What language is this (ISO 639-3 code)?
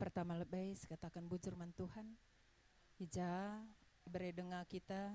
btx